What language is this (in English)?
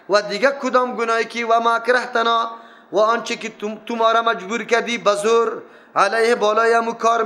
Persian